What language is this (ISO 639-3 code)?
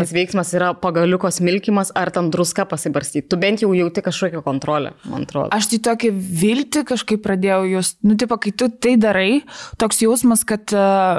lit